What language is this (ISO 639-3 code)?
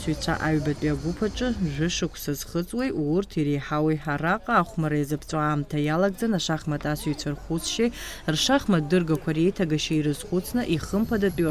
abk